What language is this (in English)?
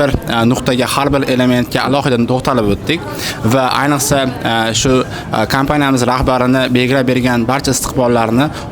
Uzbek